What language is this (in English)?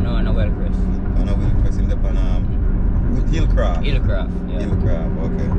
Jamaican Creole English